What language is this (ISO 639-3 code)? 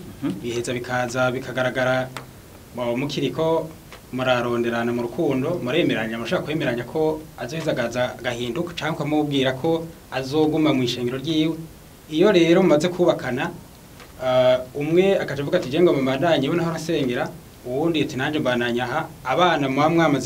run